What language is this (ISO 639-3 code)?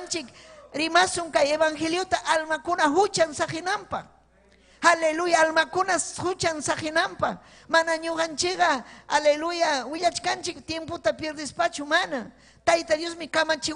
quy